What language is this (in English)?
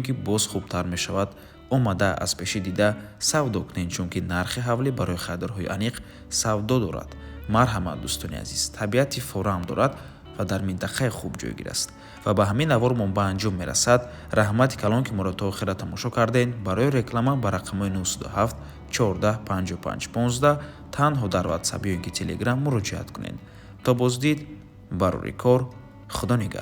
Tajik